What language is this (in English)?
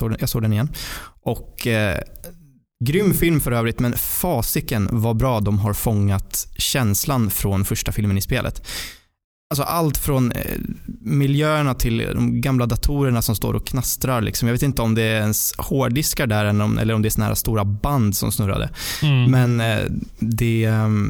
Swedish